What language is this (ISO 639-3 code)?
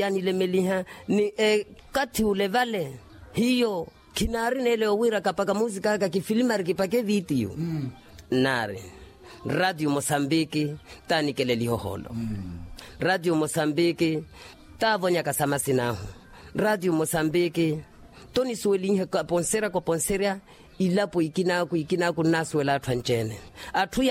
vmw